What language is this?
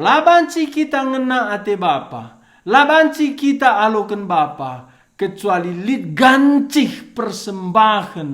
Batak Karo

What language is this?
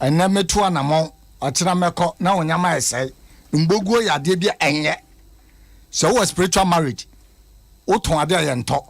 Akan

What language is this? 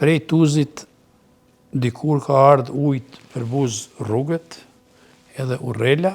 Albanian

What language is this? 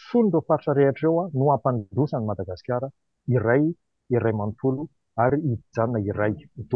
Malagasy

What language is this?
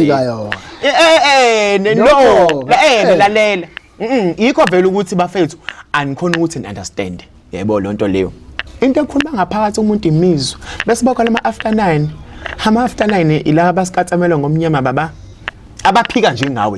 Zulu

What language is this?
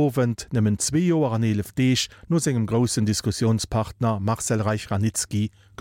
Luxembourgish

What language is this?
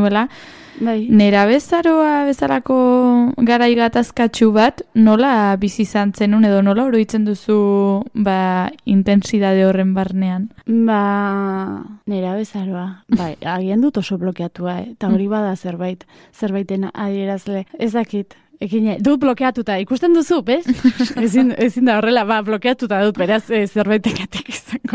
Basque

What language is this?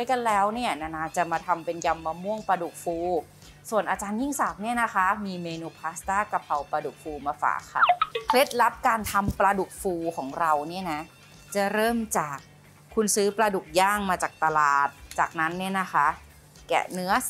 Thai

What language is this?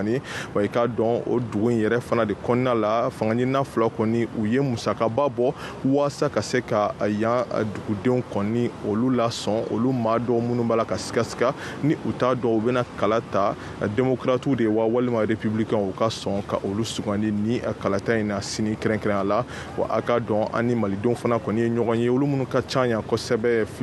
Bambara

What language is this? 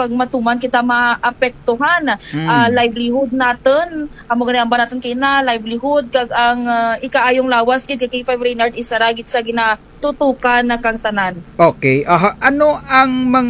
Kinaray-a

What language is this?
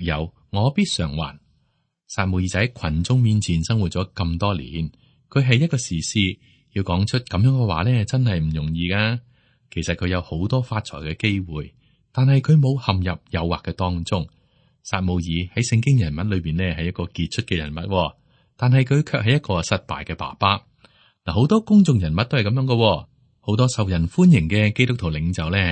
Cantonese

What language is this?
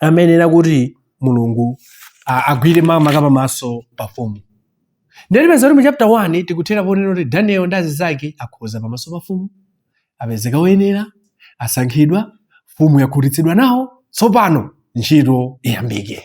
Nyanja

